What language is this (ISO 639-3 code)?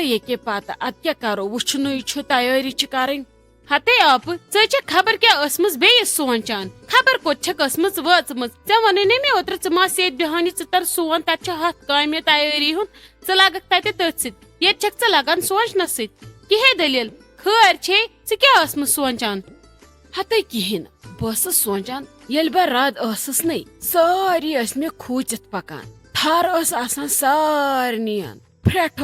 kas